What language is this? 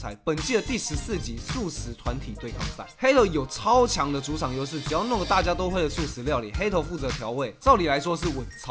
Chinese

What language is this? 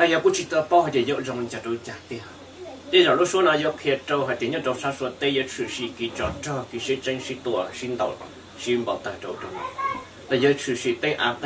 Hmong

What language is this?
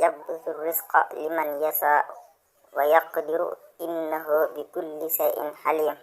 Wolof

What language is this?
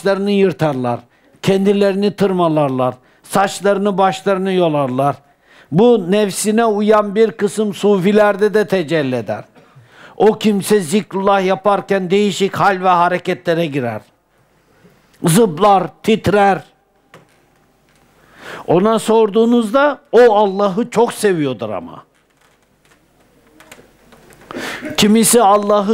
Turkish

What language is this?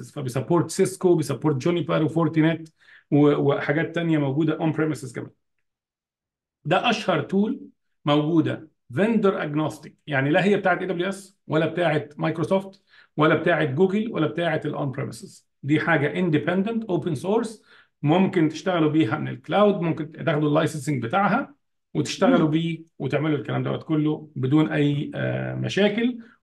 Egyptian Arabic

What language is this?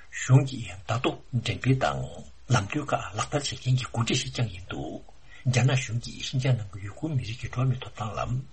Tibetan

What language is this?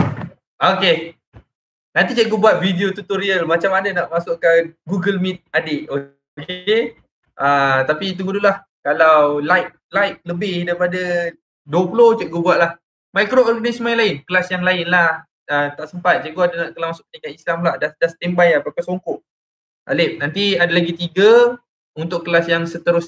Malay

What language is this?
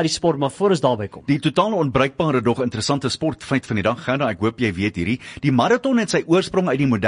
Afrikaans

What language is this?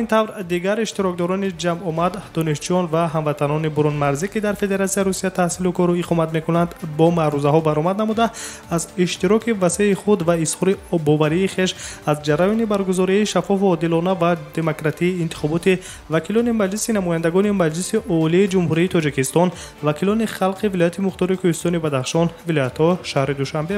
Tajik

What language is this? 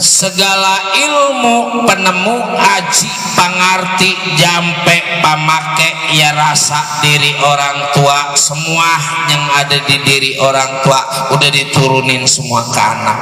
Betawi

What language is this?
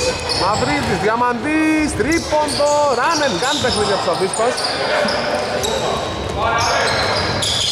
Greek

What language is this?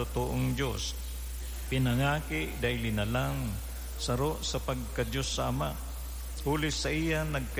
Bikol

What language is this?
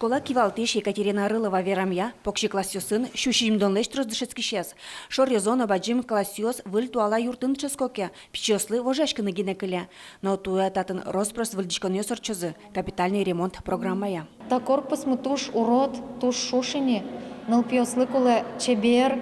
Udmurt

